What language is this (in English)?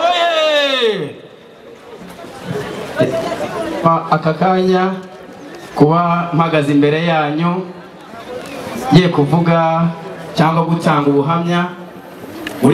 Kinyarwanda